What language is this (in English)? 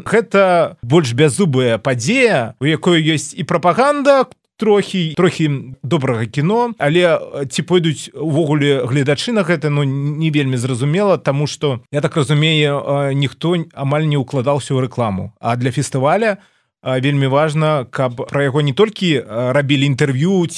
Belarusian